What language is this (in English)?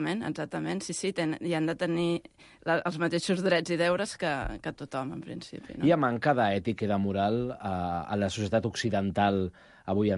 Catalan